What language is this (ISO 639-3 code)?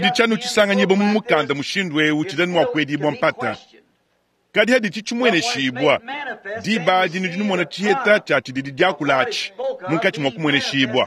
lua